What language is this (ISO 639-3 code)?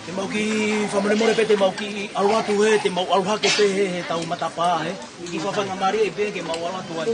ton